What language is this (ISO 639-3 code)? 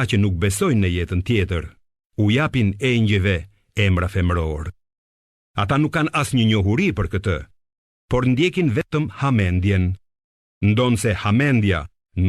sqi